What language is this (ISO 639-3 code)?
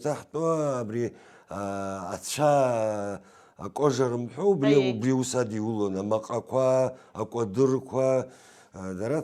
abk